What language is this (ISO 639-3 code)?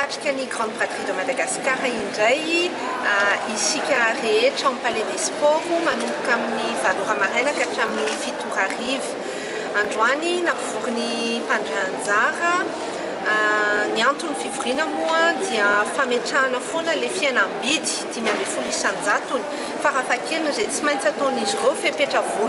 mlg